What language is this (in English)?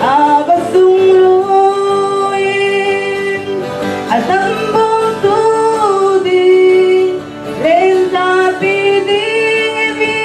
Falam Chin